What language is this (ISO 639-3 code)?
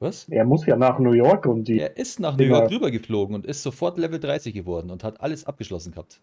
bar